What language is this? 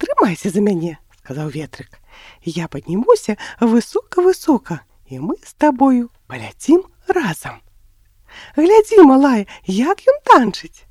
Belarusian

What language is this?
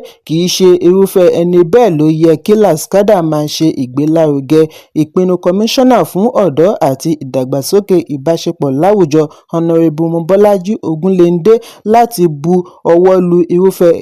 Yoruba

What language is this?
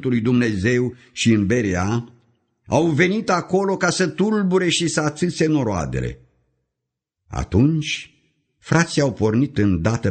Romanian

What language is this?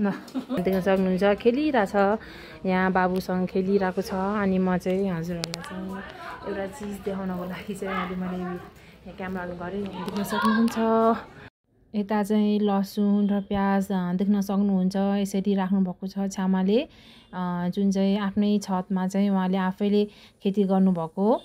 Nepali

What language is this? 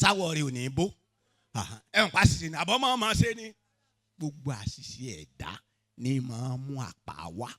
Yoruba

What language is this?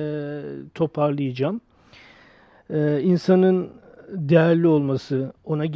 Turkish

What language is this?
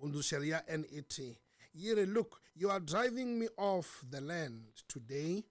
Tsonga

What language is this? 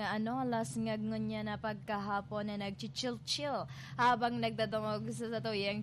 Bikol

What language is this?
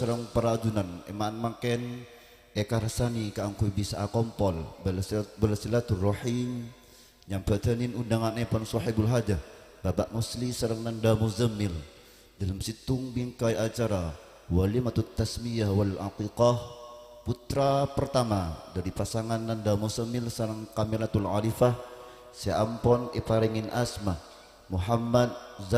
Madurese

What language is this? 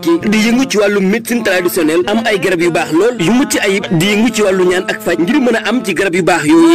Wolof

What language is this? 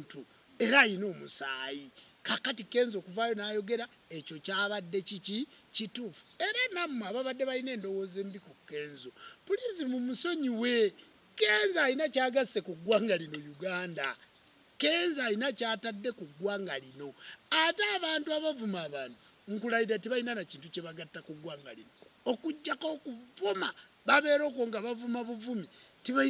Ganda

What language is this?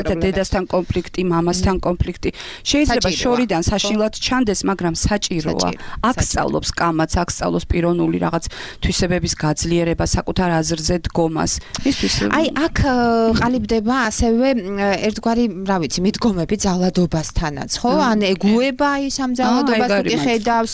Georgian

